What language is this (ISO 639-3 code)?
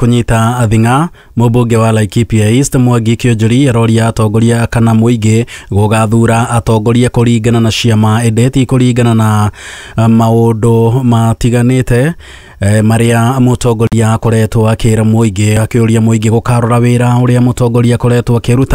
kik